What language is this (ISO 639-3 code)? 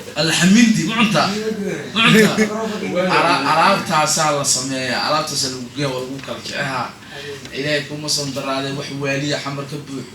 som